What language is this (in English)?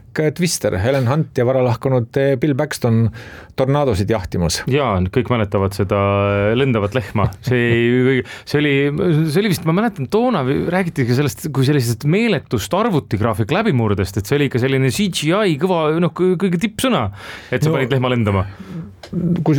Estonian